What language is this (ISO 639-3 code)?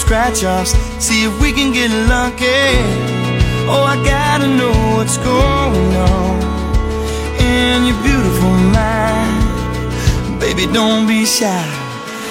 eng